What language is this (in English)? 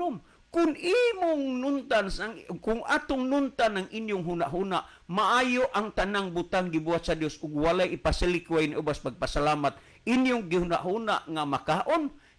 Cebuano